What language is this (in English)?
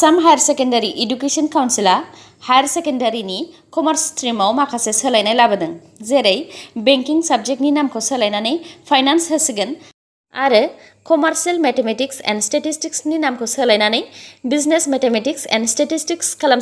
Bodo